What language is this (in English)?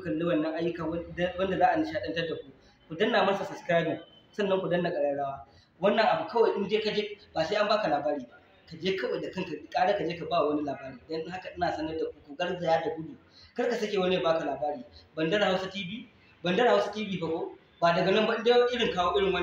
Hausa